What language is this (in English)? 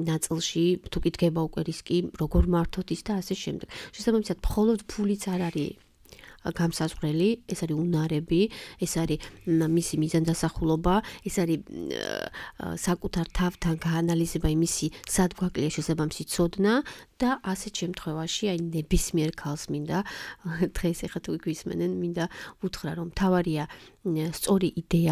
Georgian